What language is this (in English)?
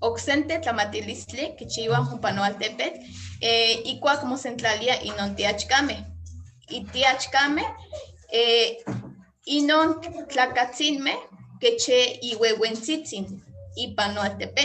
Eastern Huasteca Nahuatl